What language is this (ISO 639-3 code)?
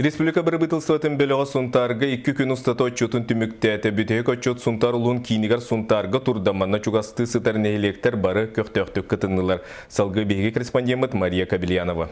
sah